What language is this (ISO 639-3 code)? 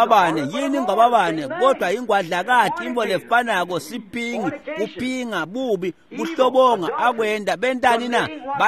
ssw